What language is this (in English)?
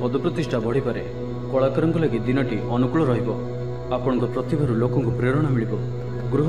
Odia